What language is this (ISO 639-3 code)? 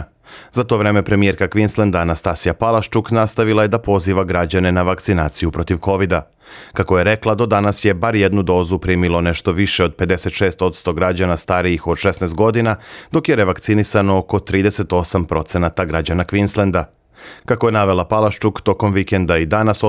srp